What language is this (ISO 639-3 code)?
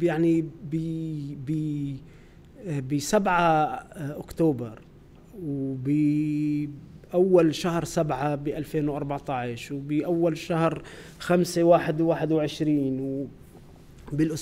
apc